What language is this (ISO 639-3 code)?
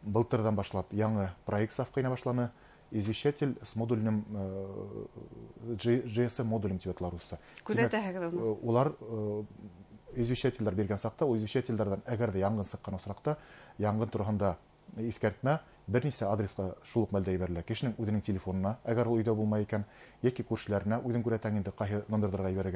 bak